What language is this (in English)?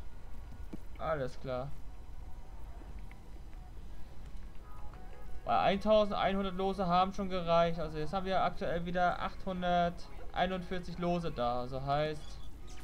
German